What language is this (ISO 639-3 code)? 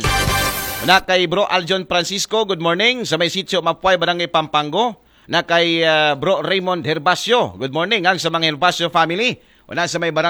akl